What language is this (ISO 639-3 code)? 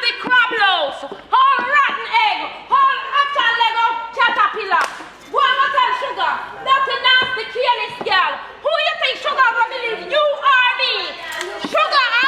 jam